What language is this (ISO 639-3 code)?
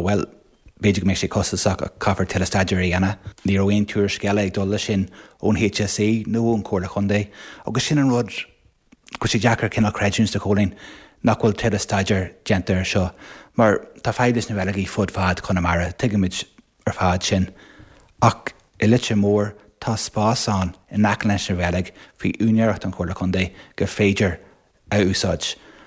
gle